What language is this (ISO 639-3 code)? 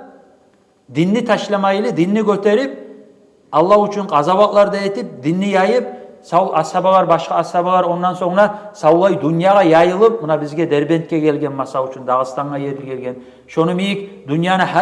kum